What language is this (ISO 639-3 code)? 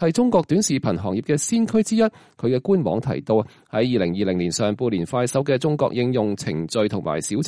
yue